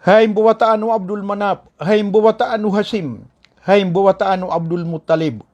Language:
Maranao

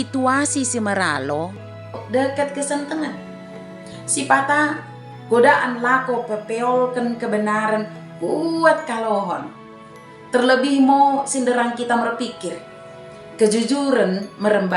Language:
Batak Dairi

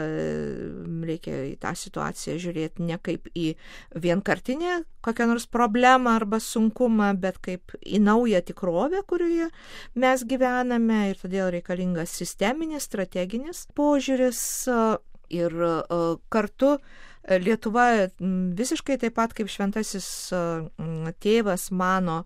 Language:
Lithuanian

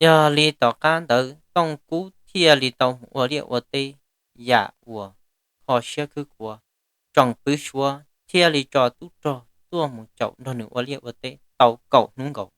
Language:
Hmong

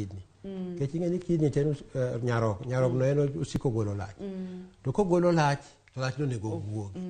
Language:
Luo (Kenya and Tanzania)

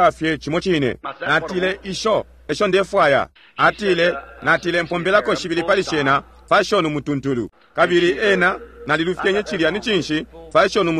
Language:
Bemba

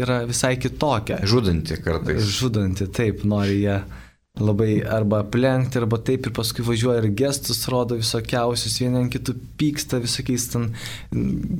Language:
Lithuanian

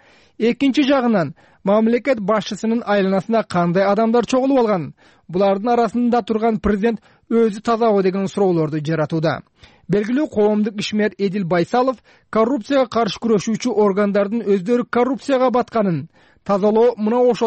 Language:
Kyrgyz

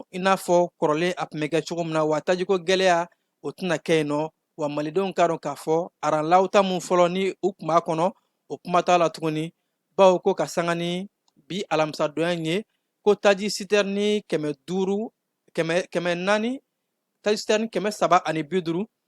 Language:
Bambara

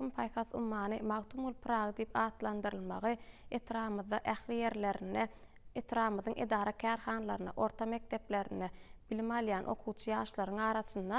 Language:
Turkmen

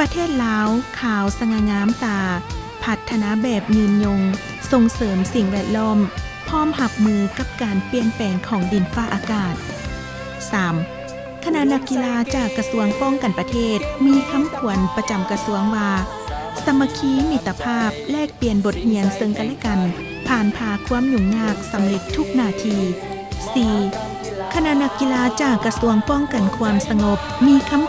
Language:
Lao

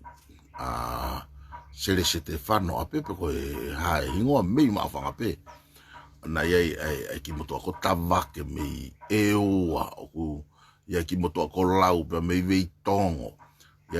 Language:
Tongan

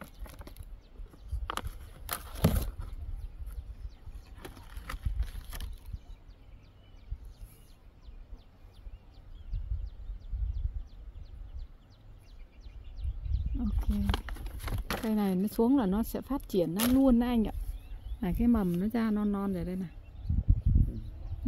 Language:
Vietnamese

